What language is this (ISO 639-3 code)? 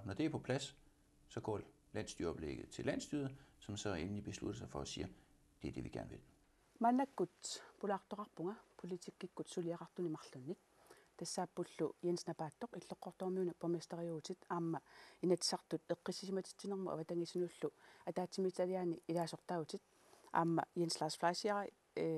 kal